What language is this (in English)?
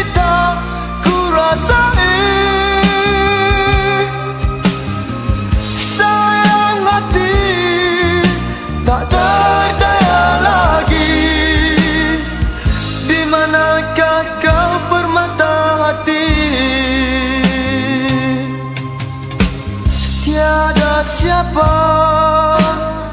Malay